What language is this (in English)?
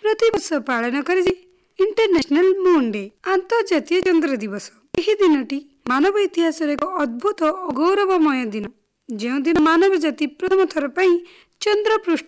Odia